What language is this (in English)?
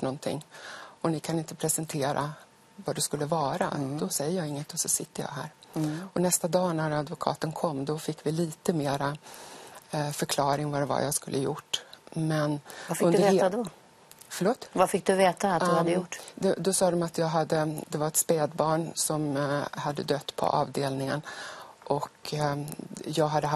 Swedish